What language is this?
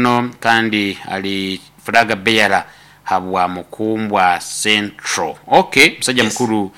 Nyoro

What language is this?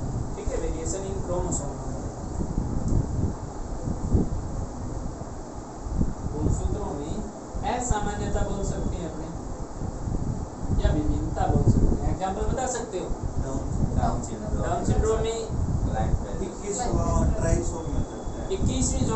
Hindi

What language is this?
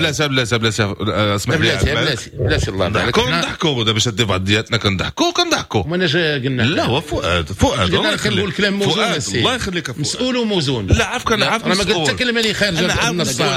Moroccan Arabic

